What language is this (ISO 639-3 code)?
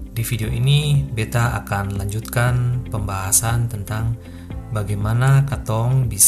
abs